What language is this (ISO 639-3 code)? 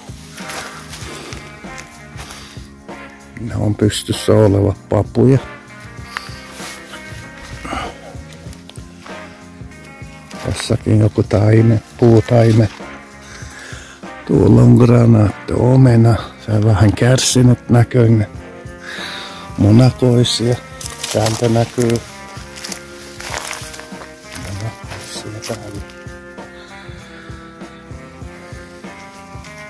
fin